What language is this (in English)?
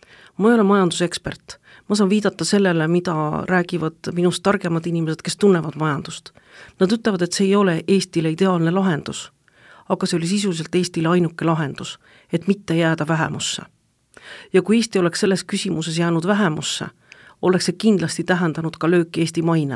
Estonian